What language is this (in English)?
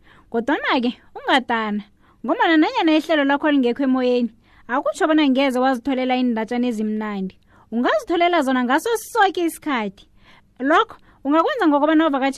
South Ndebele